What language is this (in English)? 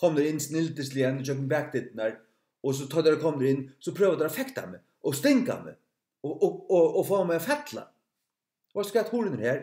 Faroese